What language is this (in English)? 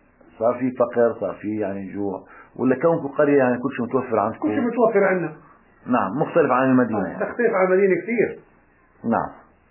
South Levantine Arabic